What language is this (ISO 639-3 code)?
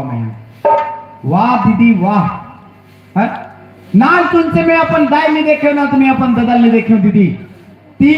hne